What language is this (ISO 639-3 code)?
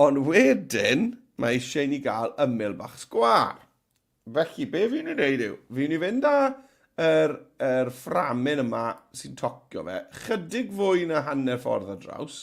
cym